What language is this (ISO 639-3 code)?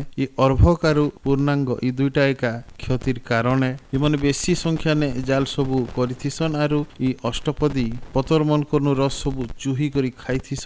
ori